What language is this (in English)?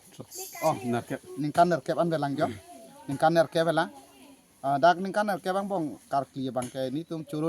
Karbi